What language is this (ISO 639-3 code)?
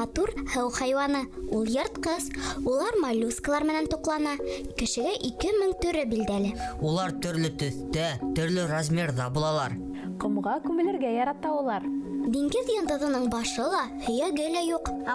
bak